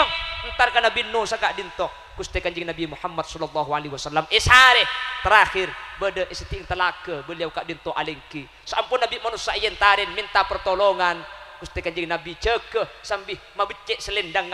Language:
Madurese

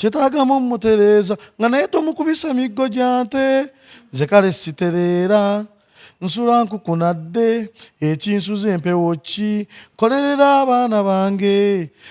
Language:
Ganda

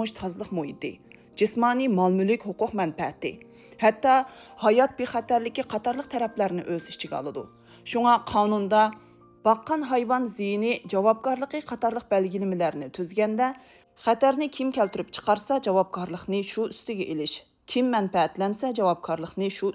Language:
Uyghur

